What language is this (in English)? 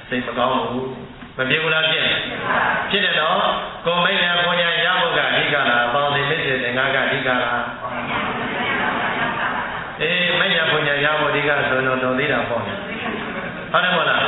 Burmese